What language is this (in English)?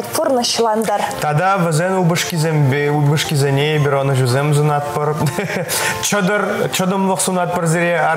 Chuvash